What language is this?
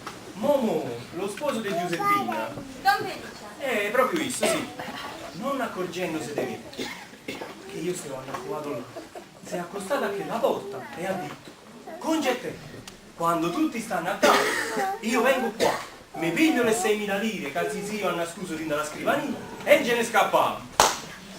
Neapolitan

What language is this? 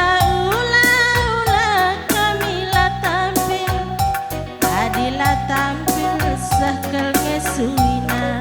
Batak Karo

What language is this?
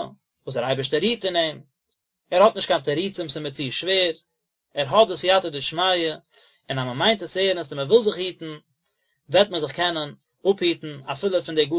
Yiddish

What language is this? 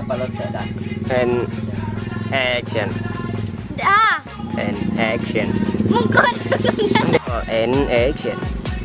Minangkabau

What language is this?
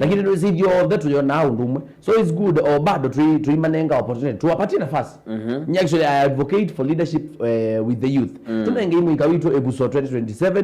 Kamba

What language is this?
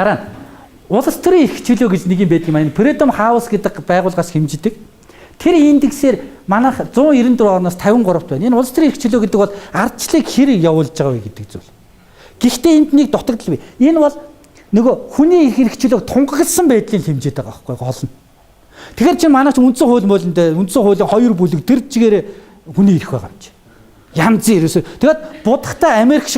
Mongolian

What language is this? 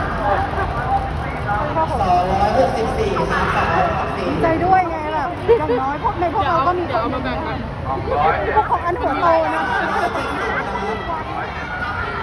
Thai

